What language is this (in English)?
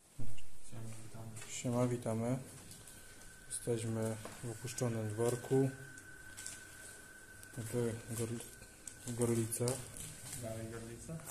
Polish